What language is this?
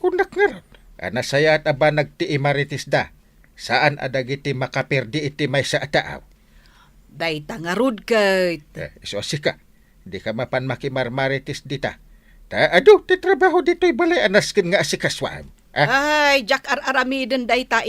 Iloko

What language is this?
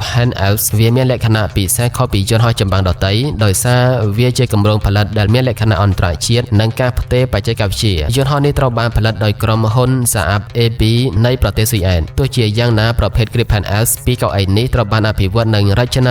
Khmer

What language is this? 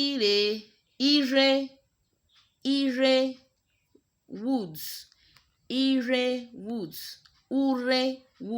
Urhobo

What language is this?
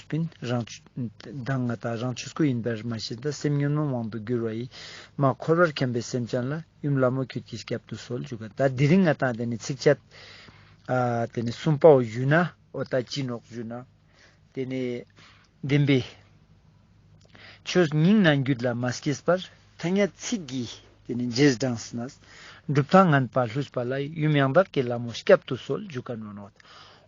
Ladakhi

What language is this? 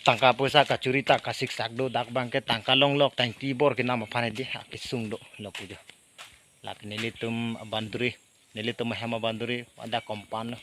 Karbi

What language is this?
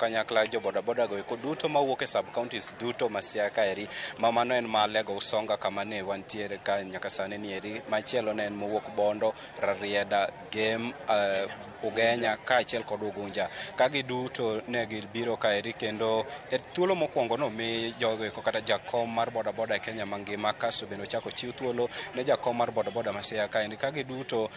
Luo (Kenya and Tanzania)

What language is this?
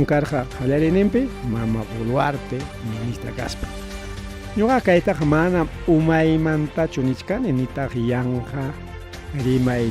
Ayacucho Quechua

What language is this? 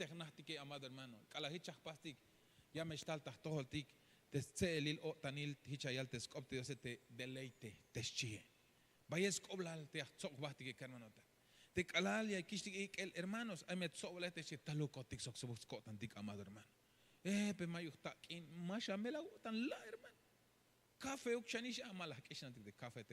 Tzeltal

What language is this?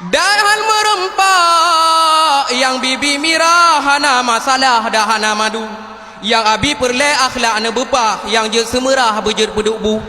Achinese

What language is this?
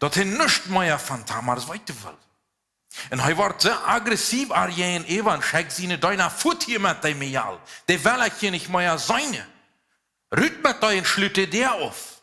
Plautdietsch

